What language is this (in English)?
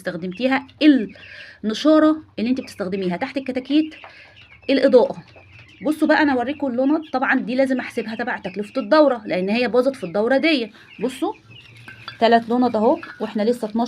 Egyptian Arabic